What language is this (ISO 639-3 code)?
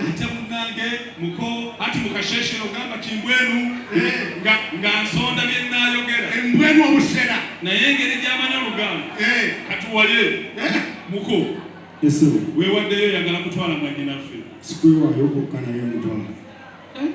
lug